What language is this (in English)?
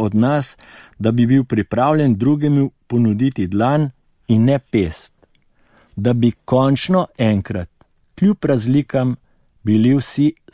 Slovenian